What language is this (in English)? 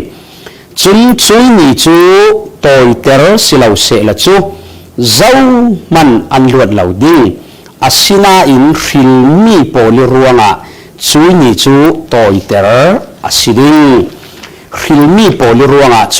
Falam Chin